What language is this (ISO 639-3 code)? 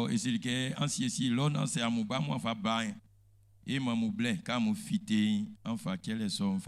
bci